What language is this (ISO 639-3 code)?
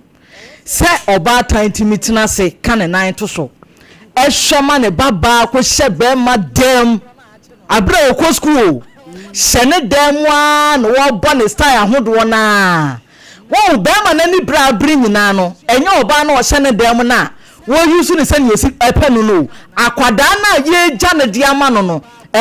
aka